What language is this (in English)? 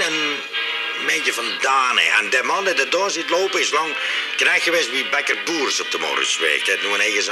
Limburgish